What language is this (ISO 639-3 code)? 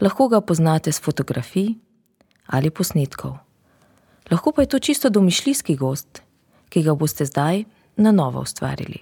slv